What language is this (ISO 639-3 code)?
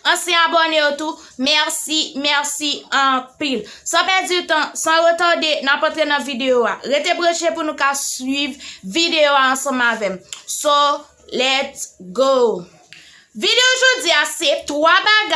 hat